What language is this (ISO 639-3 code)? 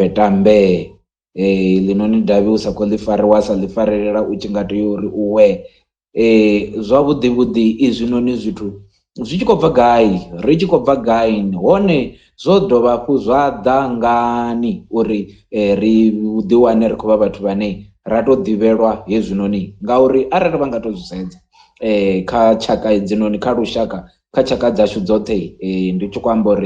ven